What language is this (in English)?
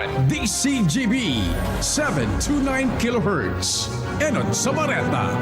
Bikol